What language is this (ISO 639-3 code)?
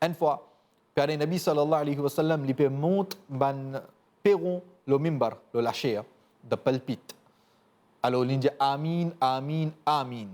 mfe